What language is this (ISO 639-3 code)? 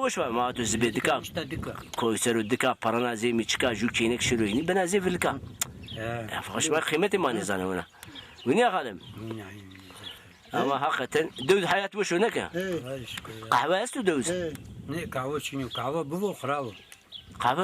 zza